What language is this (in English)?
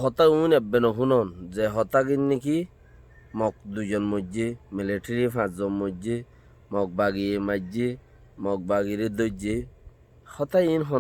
Rohingya